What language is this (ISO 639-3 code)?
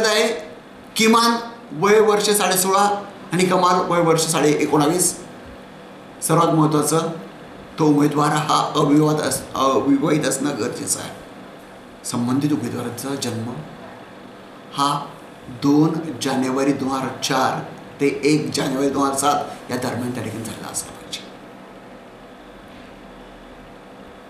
mar